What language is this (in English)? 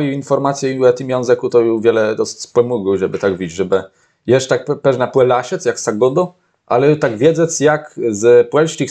Kashubian